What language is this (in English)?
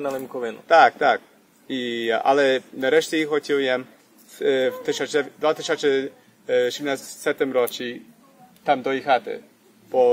Rusyn